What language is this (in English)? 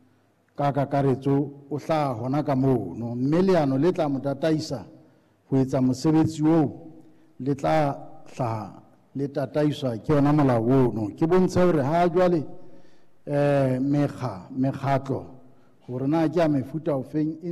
Southern Sotho